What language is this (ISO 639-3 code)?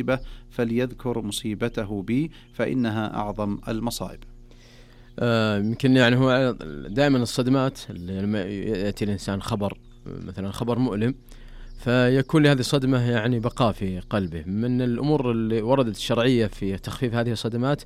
ars